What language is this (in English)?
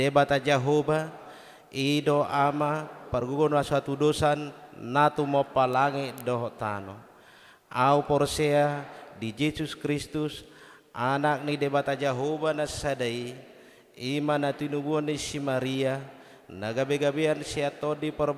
Batak Toba